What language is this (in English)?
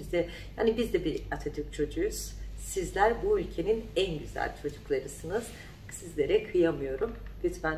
Turkish